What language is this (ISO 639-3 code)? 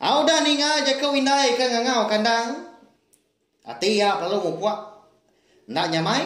iba